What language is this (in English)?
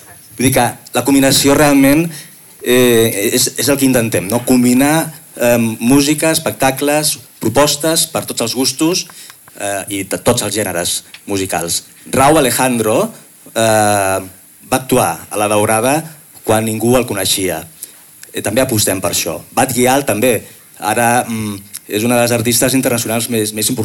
Catalan